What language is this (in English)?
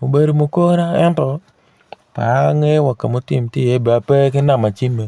Acoli